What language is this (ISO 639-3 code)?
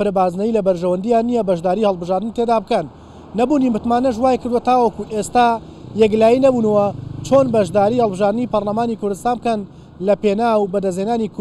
ckb